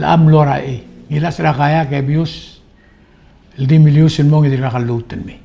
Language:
Palauan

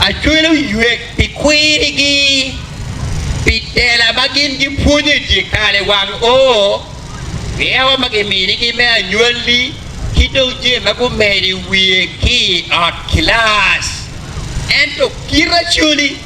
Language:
Acoli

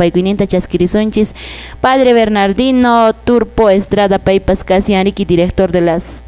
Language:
Quechua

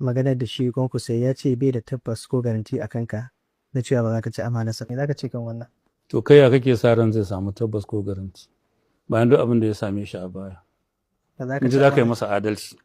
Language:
Hausa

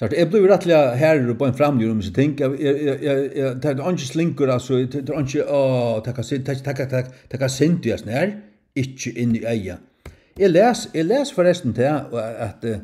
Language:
Faroese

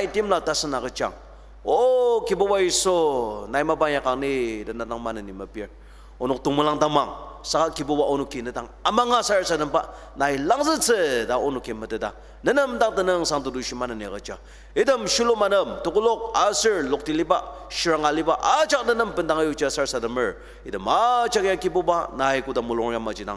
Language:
Ao Naga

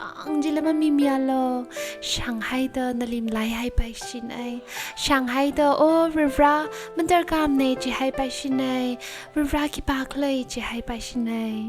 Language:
Tangkhul Naga (India)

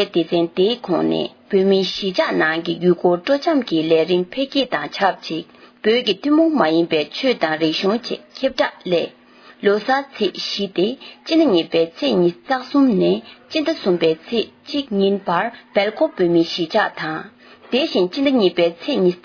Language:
Tibetan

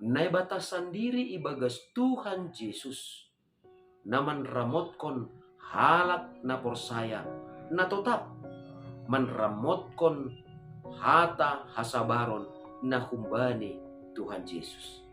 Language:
Batak Simalungun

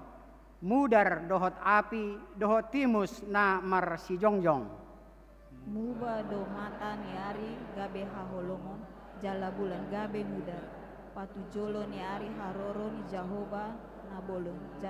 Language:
Batak Toba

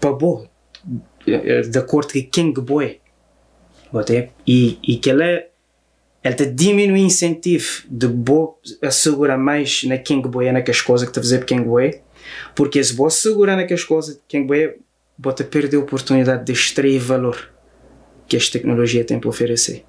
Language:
Kabuverdianu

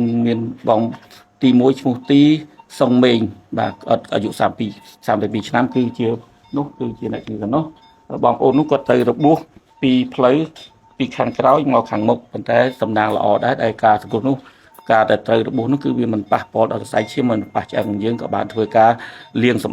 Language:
Khmer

